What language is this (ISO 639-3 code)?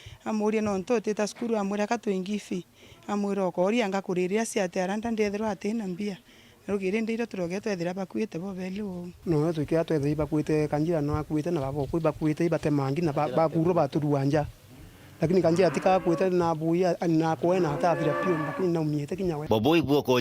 mer